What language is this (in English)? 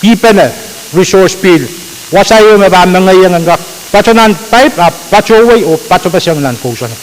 Pohnpeian